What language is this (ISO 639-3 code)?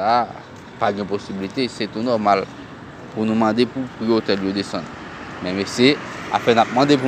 hat